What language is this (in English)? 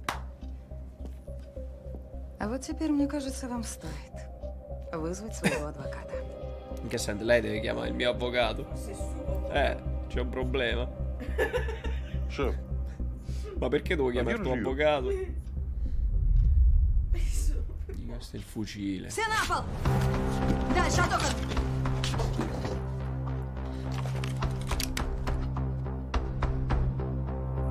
Italian